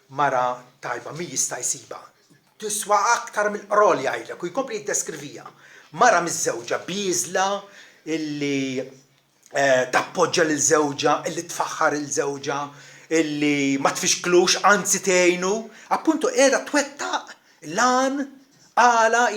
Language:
Maltese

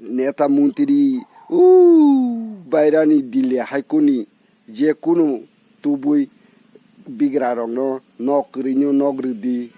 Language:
Kok Borok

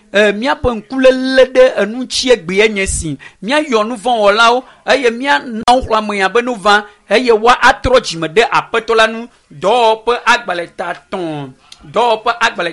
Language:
Ewe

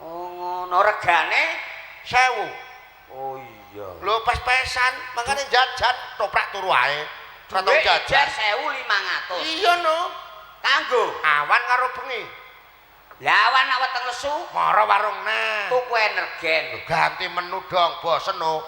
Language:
Javanese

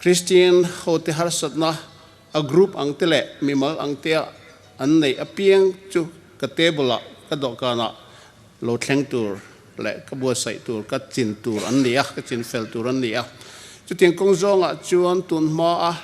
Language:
Hmar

